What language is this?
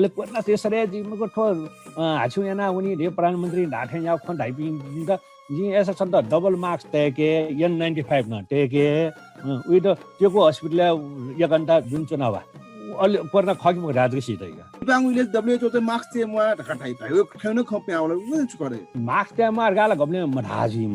Newari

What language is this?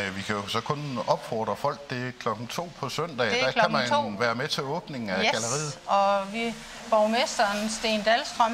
Danish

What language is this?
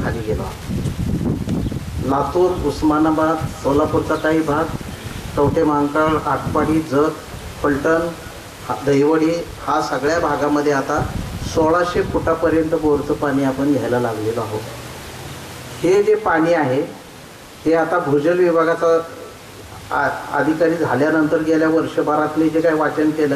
Marathi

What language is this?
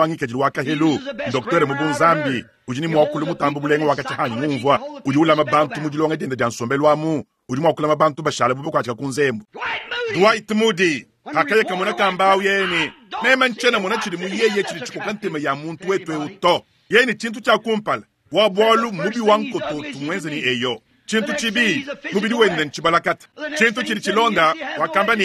Luba-Lulua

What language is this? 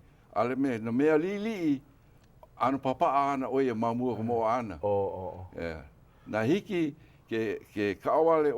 Hawaiian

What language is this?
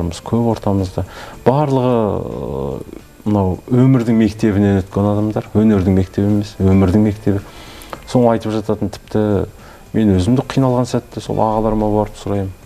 Kazakh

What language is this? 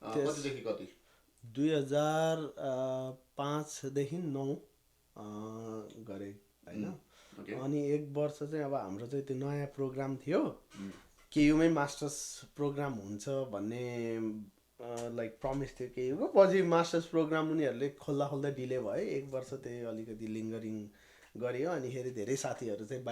Nepali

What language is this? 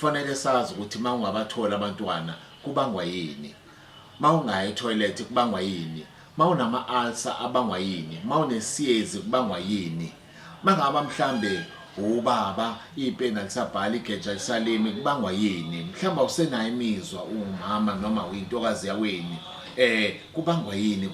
Zulu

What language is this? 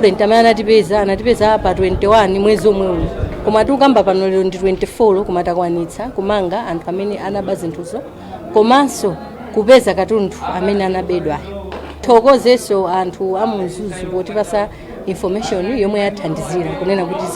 Nyanja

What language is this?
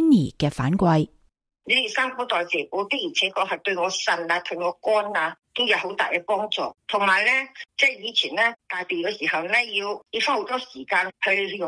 Cantonese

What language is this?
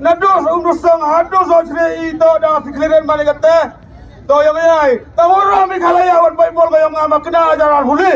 Khasi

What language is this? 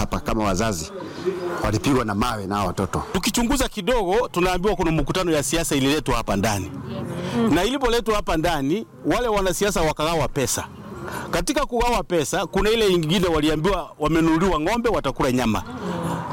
Swahili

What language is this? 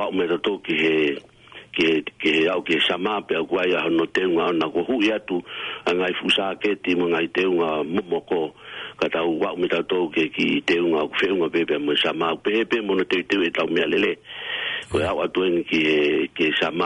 Tongan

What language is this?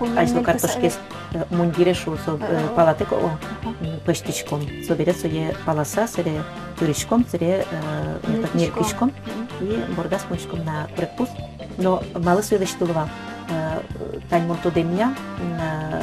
Udmurt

